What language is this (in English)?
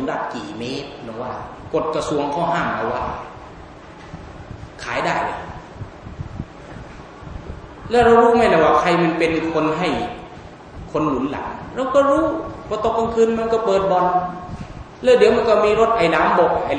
Thai